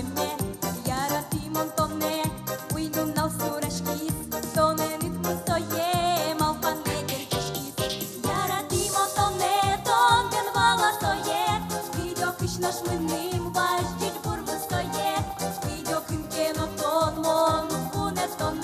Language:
Udmurt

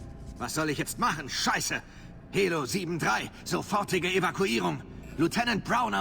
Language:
Bavarian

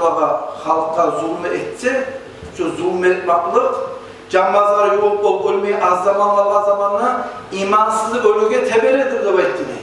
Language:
Kumyk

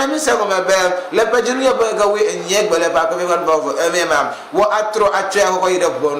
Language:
Ewe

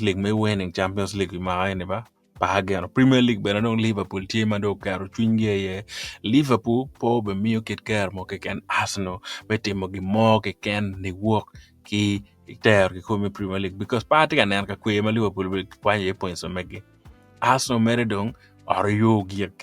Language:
Acoli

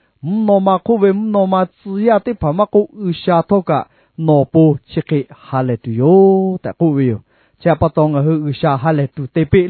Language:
Lahu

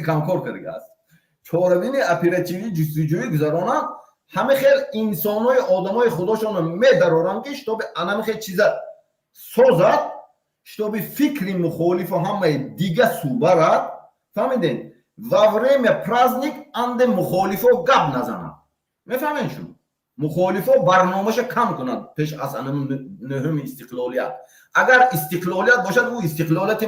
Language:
Tajik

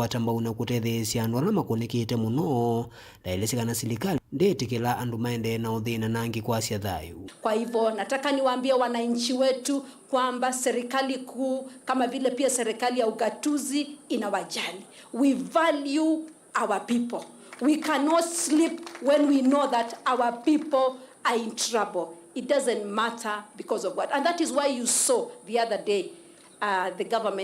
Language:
Kamba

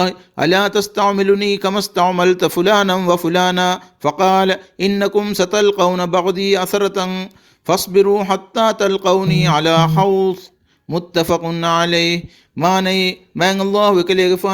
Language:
Divehi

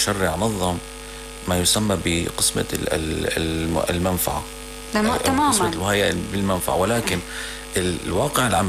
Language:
North Levantine Arabic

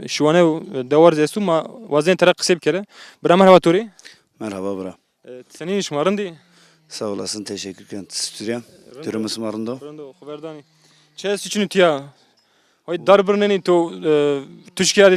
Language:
Zaza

